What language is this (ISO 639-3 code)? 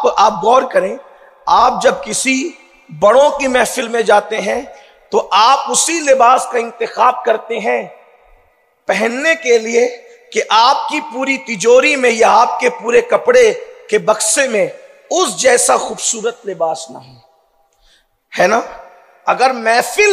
urd